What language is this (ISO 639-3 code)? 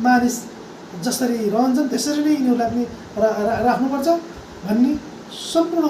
nep